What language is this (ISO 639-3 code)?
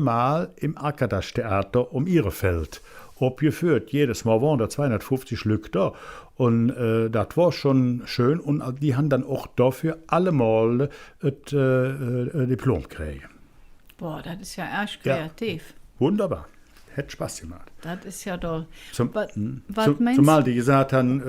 ksh